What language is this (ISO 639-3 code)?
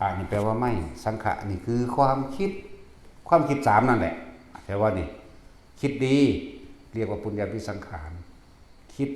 tts